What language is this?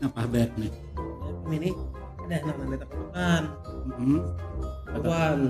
Banjar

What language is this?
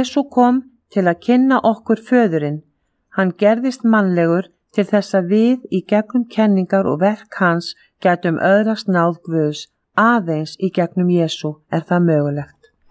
Icelandic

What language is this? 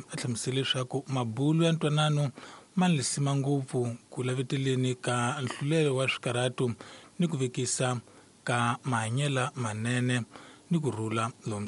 Tsonga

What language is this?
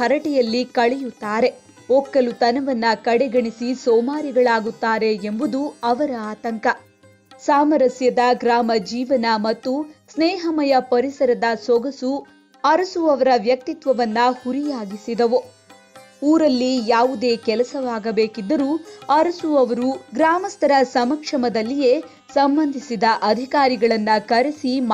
Kannada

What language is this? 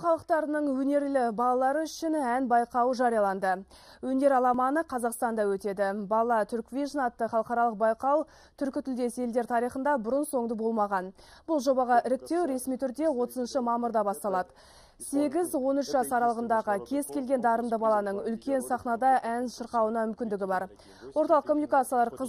Kazakh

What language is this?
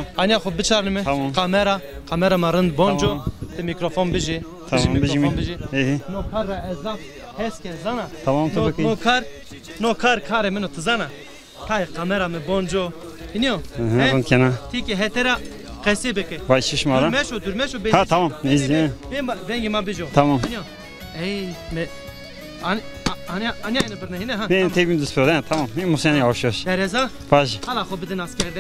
Zaza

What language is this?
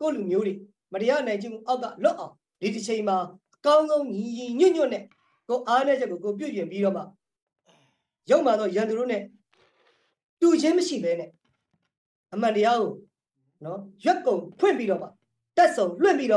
Burmese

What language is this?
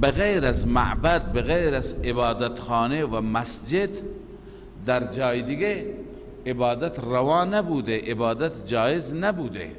Persian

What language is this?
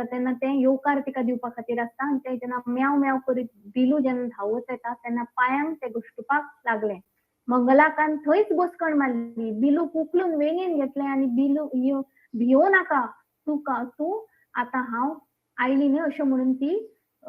Konkani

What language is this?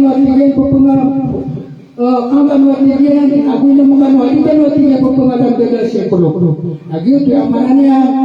Maranao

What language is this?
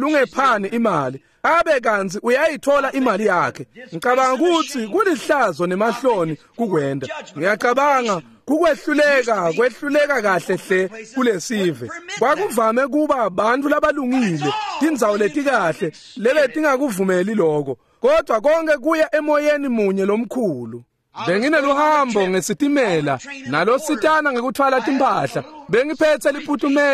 Swati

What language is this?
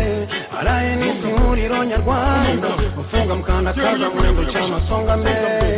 Kinyarwanda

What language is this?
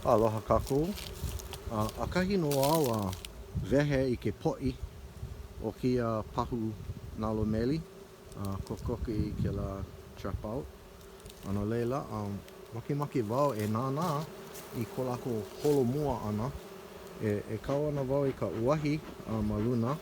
Hawaiian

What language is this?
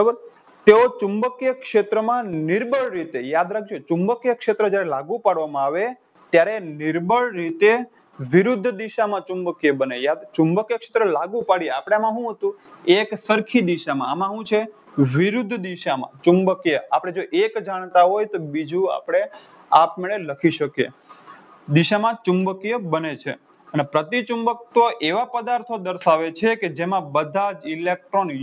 Gujarati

